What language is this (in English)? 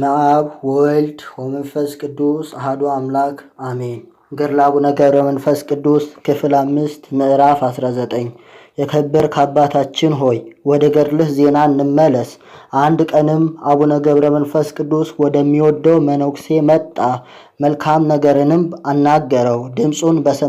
Amharic